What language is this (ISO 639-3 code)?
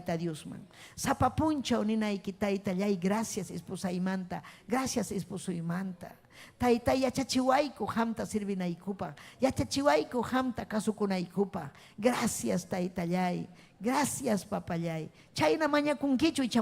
quy